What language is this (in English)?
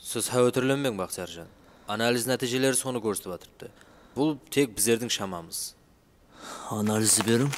Kara-Kalpak